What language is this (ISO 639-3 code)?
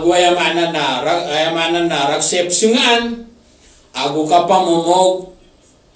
mrw